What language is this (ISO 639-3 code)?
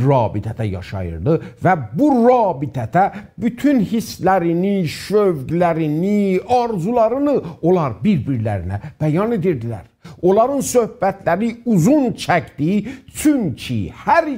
azb